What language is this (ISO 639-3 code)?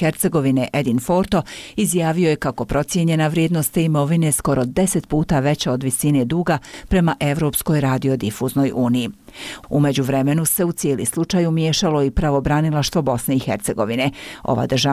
bos